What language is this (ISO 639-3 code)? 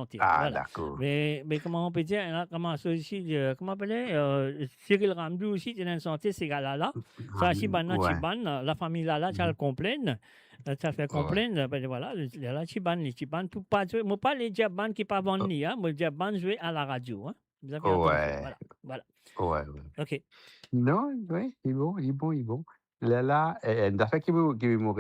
mfe